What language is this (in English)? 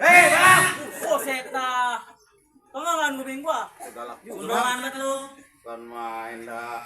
Betawi